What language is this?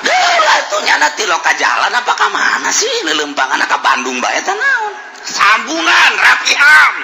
Sundanese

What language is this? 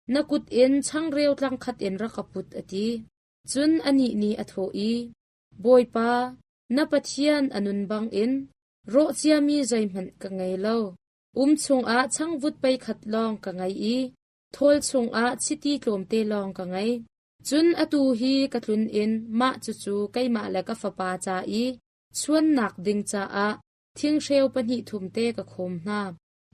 Hakha Chin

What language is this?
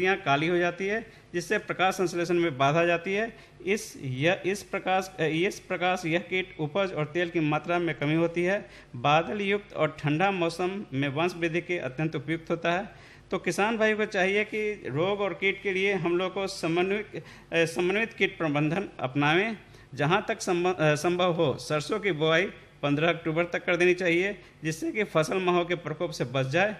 Hindi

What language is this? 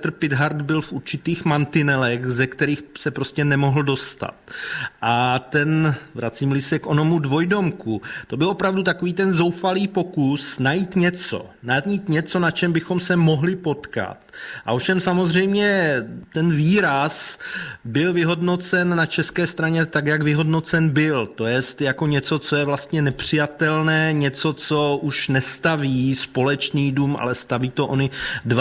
Czech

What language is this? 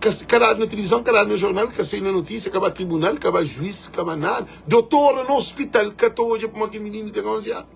Kabuverdianu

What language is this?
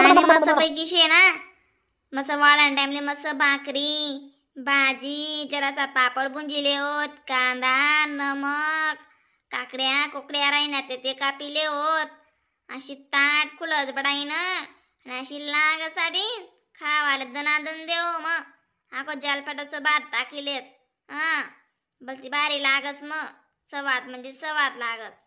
Khandesi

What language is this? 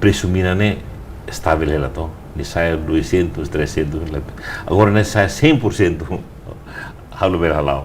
Tetum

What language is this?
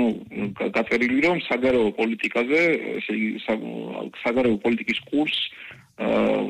Georgian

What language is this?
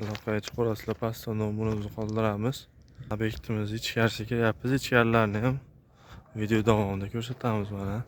Uzbek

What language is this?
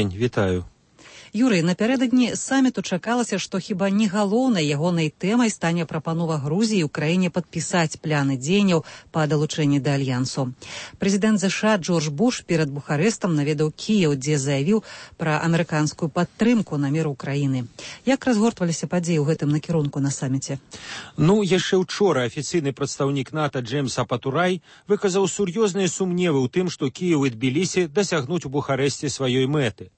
Belarusian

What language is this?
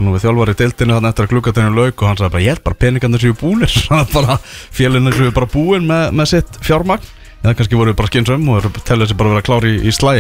Icelandic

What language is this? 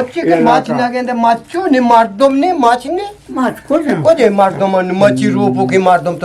Eastern Balochi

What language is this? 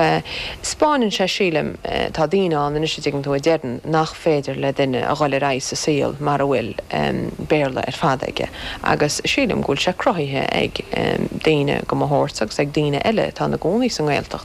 Irish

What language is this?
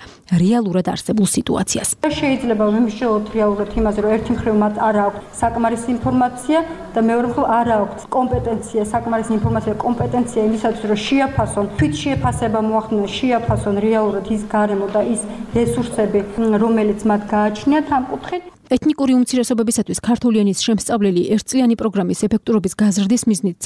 Georgian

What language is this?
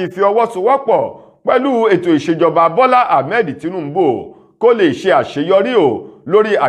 Yoruba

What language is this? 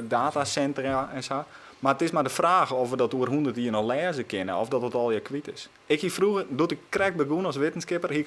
Western Frisian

